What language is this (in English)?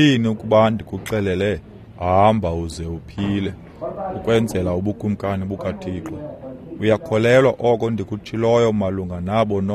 Xhosa